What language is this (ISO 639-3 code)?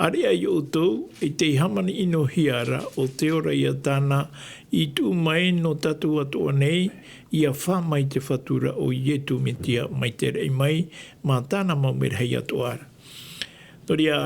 tah